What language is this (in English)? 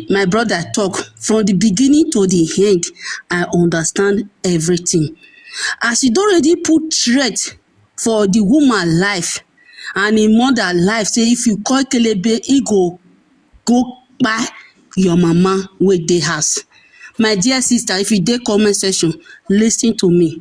Nigerian Pidgin